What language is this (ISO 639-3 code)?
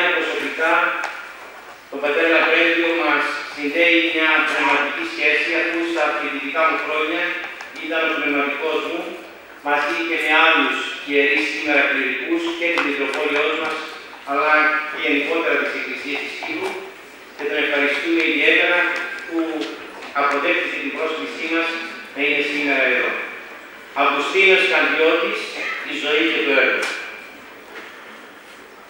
ell